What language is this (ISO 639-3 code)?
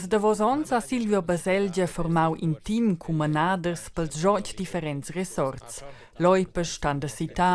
roh